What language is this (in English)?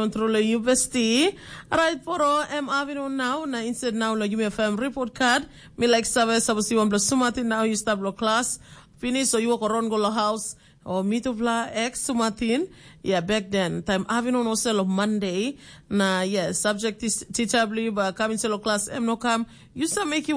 Tok Pisin